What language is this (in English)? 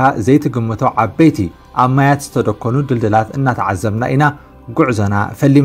Tigrinya